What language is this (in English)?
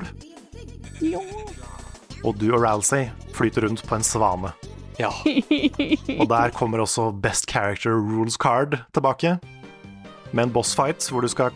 Norwegian